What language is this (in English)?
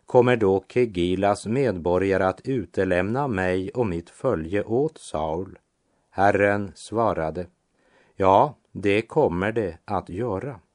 Swedish